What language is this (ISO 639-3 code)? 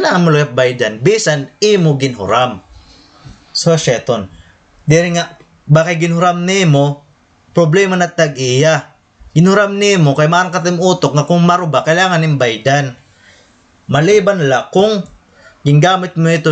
war